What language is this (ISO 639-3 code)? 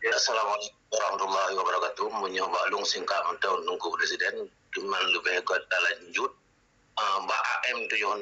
ace